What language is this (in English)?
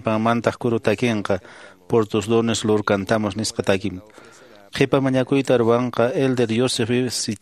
Quechua